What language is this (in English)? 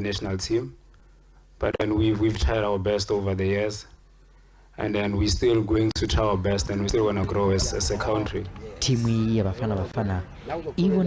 Venda